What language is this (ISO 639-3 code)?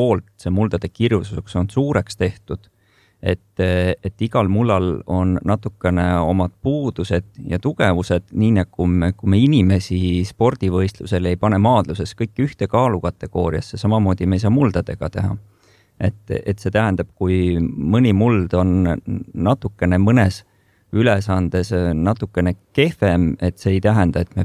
est